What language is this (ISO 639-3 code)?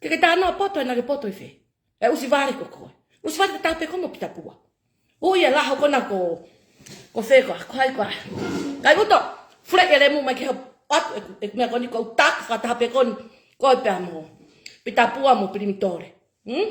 ton